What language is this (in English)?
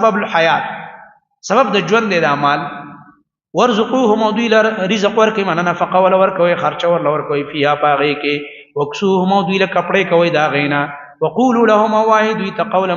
Pashto